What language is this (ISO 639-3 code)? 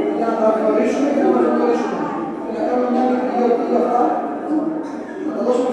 ell